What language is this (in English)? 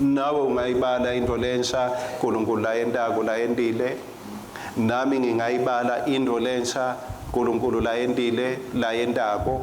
Swati